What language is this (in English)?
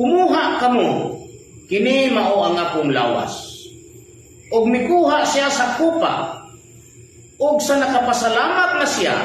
Cebuano